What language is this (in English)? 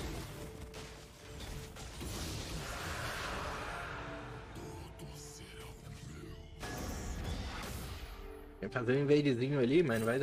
Portuguese